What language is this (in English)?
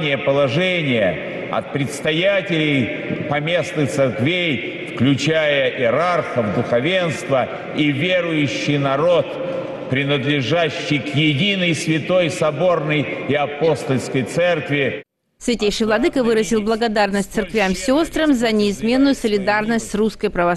Russian